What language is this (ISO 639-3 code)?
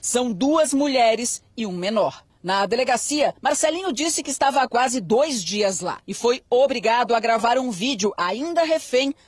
por